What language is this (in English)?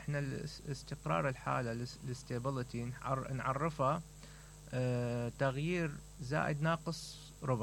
Mesopotamian Arabic